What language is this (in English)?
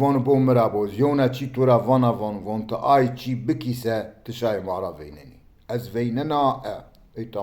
Zaza